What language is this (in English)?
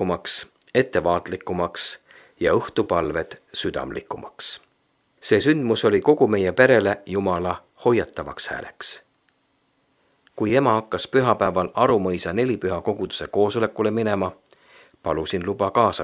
Estonian